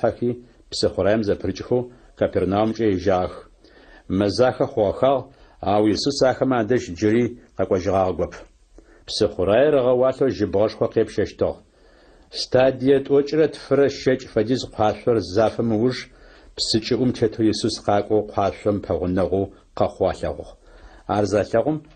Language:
Adyghe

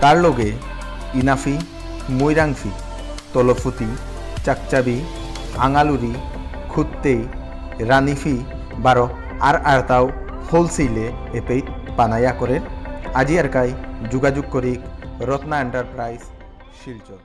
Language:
Bishnupriya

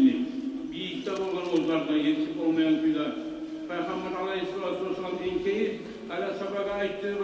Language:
Kumyk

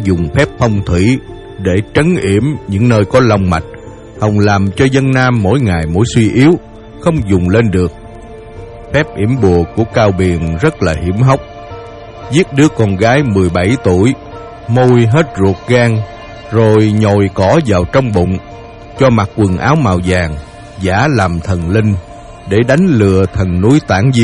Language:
Vietnamese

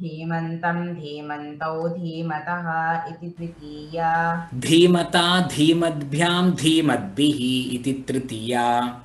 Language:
Sanskrit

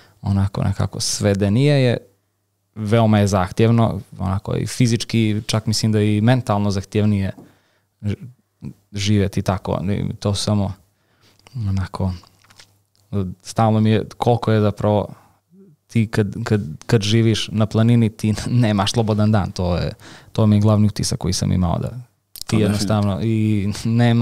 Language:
Serbian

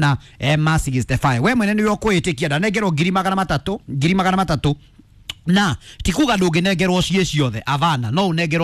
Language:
Kikuyu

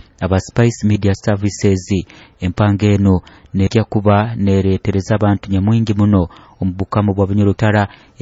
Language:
Nyoro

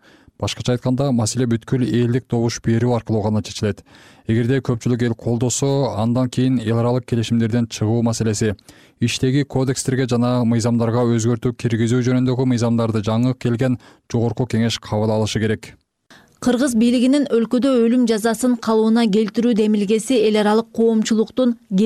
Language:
Kyrgyz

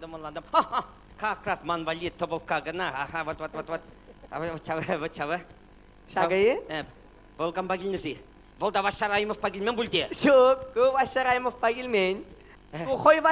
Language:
Chuvash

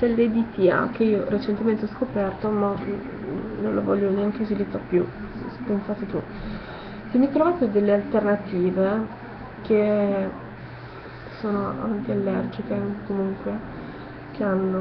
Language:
Italian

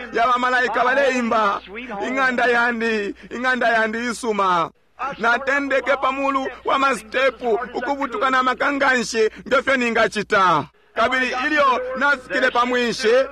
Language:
Bemba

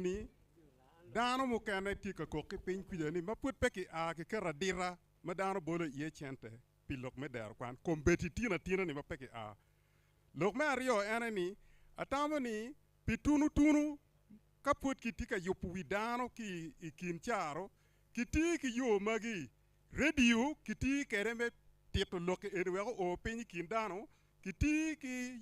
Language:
Acoli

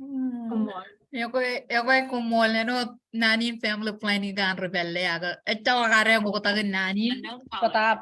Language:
Marshallese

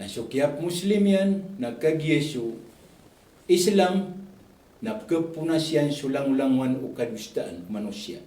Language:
Maranao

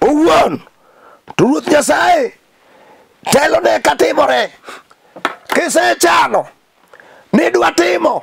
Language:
Luo (Kenya and Tanzania)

